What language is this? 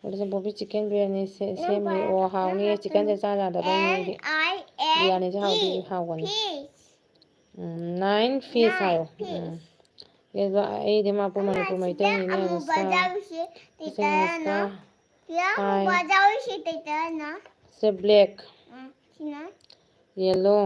Manipuri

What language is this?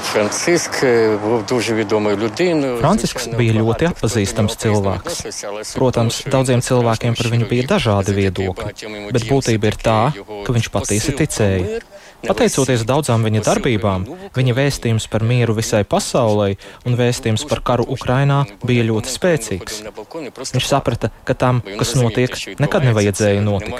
Latvian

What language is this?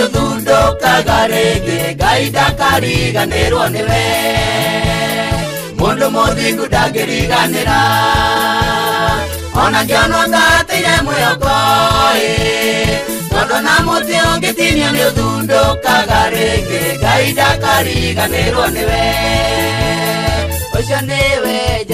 Kikuyu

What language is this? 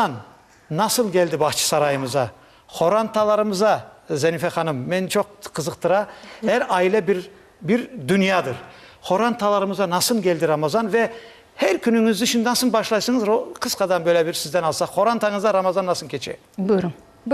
Crimean Tatar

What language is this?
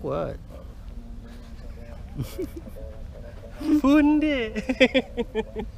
Malay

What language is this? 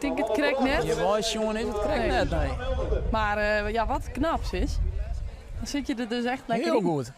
Western Frisian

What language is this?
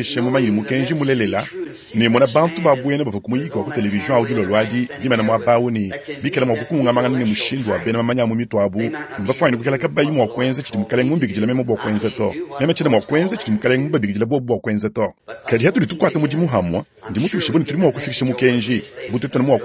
Luba-Lulua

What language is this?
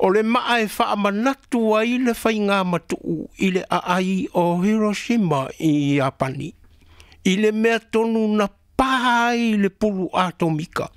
Samoan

